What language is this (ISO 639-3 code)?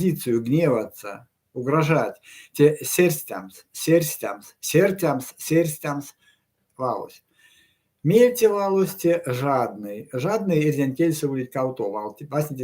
myv